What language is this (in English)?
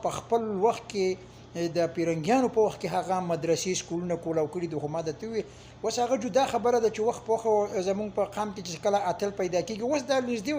Pashto